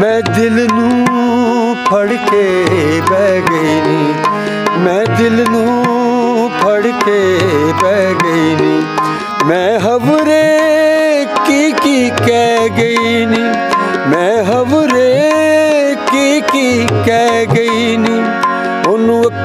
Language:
Punjabi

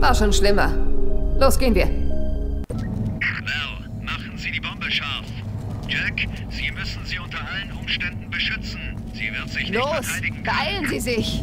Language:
Bavarian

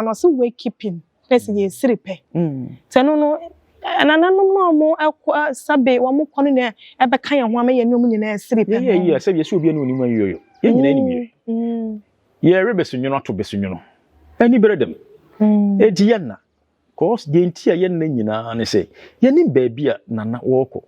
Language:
Akan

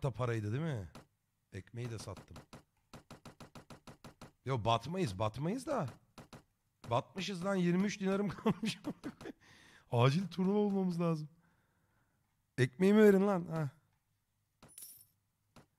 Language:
Turkish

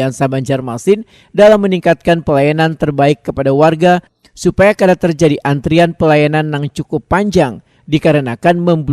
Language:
Banjar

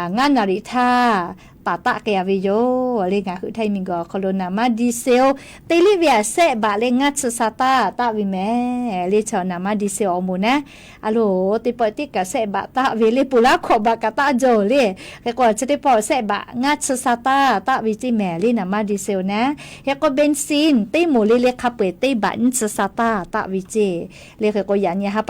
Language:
Lahu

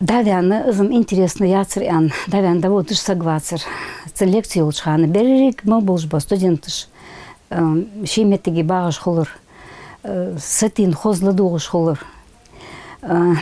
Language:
Ingush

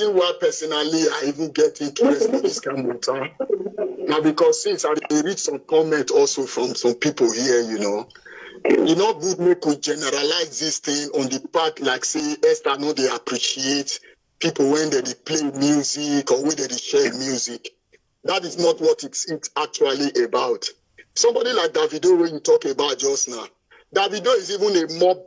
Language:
Nigerian Pidgin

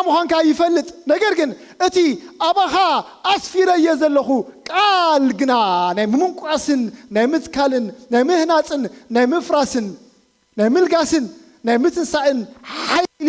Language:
Tigrinya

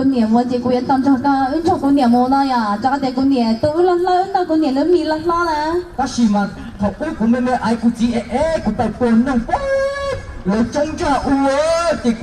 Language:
Hmong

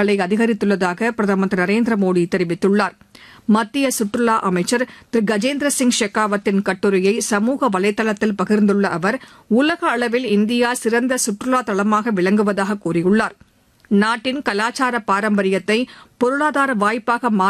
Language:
Tamil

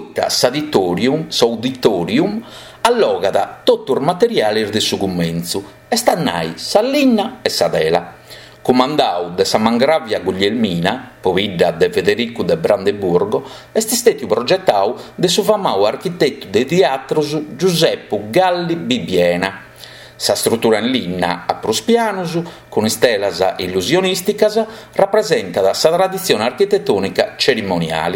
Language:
Sardinian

